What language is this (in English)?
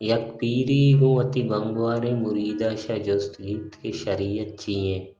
Eastern Balochi